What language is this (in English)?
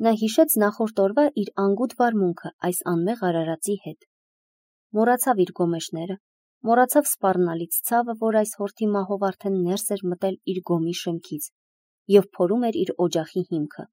Armenian